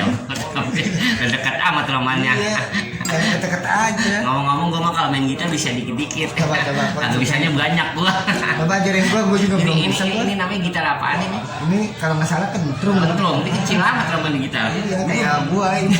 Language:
Betawi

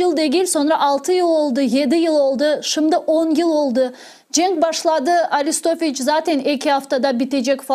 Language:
Crimean Tatar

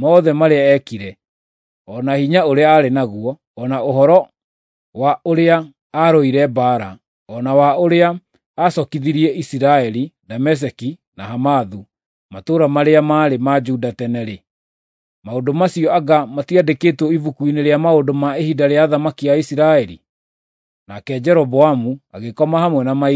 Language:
Kikuyu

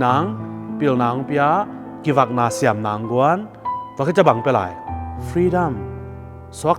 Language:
Tedim Chin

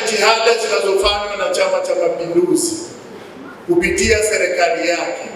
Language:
Swahili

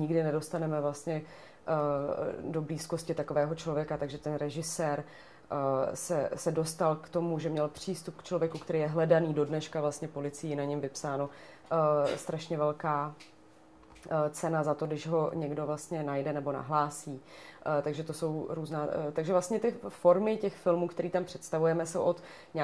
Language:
Czech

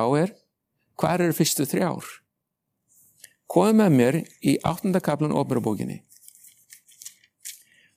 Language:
Icelandic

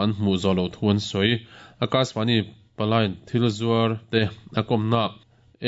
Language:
Mizo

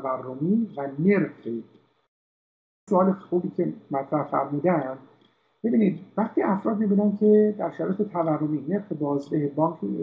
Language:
Persian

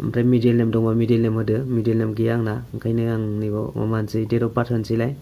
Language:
Bodo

